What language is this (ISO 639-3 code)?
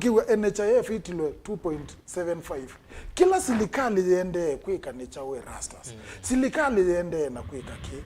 kam